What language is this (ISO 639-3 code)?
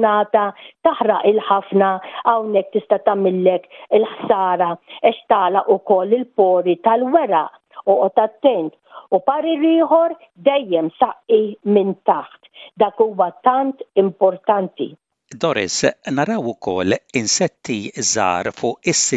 mlt